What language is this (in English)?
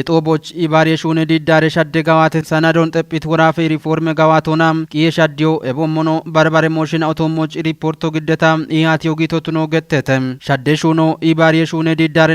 Kafa